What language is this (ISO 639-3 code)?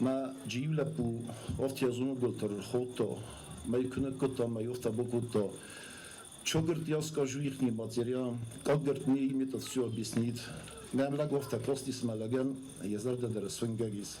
oss